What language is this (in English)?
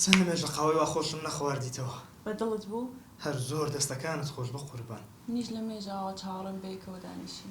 Central Kurdish